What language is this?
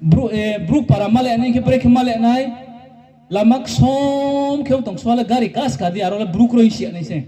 Riang (India)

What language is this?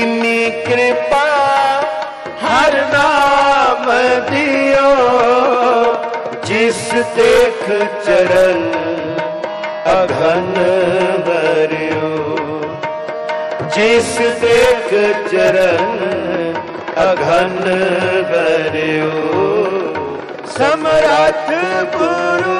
Hindi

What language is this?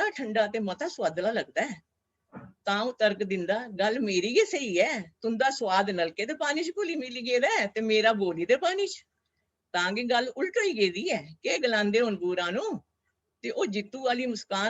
Dogri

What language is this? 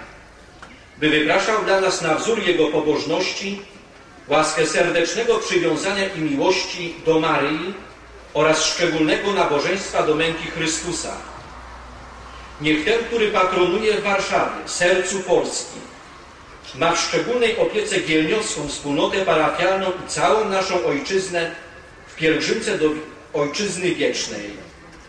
Polish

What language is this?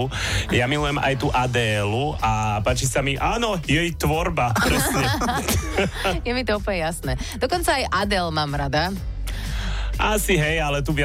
Slovak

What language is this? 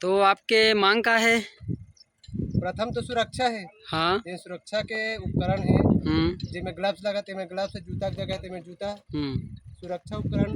Chhattisgarhi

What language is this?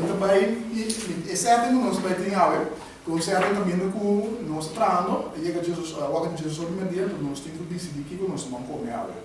Papiamento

